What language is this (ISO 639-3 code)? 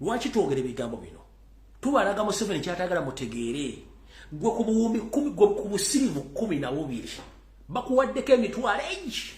lug